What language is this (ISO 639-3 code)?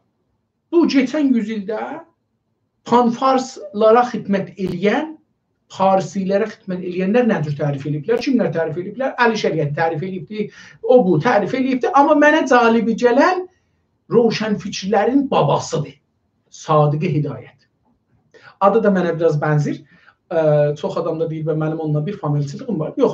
azb